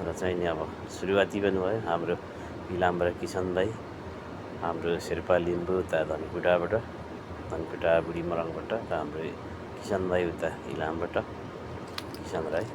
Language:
Nepali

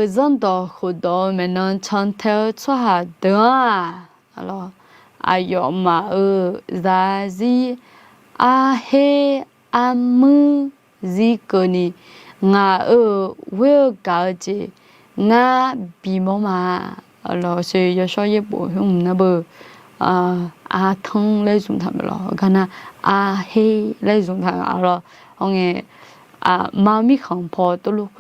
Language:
Akha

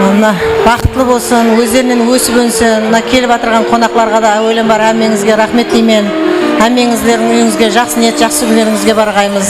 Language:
Kara-Kalpak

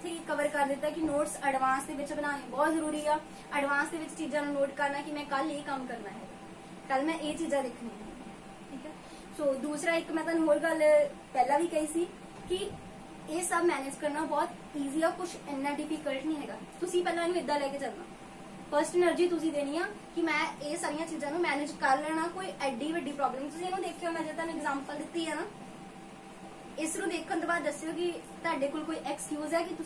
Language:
Punjabi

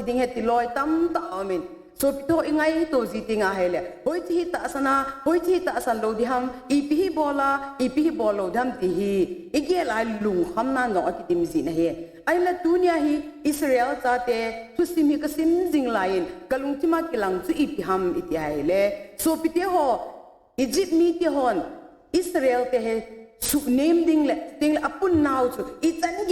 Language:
Thado Chin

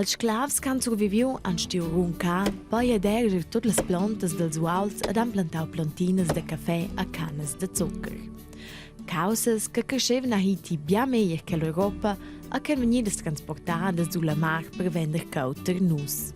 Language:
Romansh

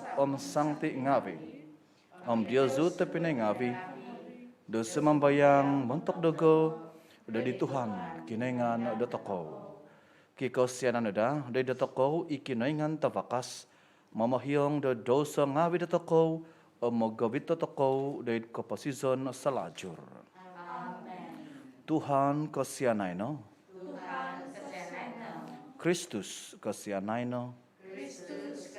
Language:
Central Dusun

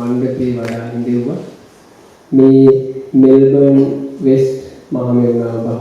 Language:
Sinhala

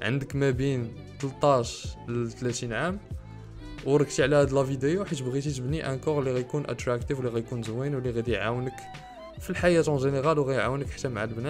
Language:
Moroccan Arabic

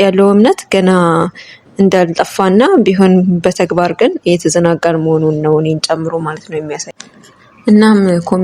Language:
Amharic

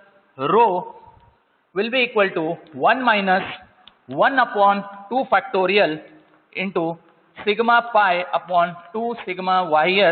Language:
English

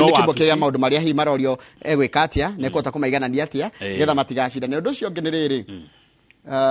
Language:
Kikuyu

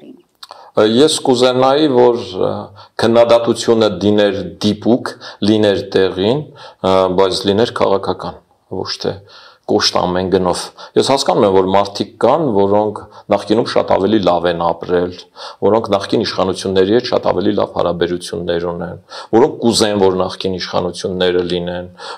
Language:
Armenian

